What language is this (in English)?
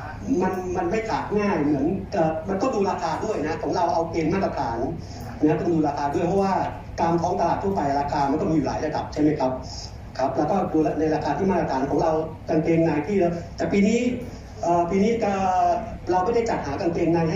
Thai